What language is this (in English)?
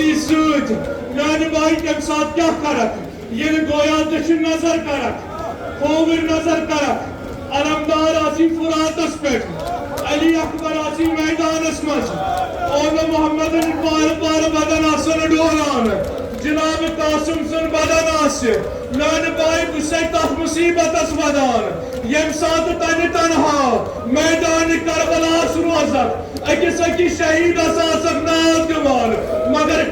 Kashmiri